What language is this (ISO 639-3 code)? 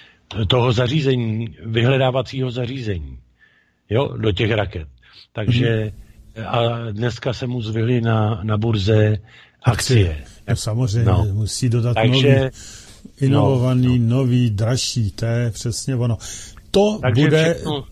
ces